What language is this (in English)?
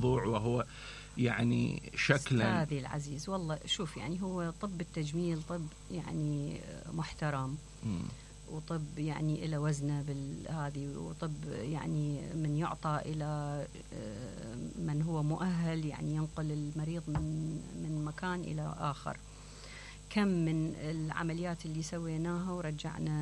Mesopotamian Arabic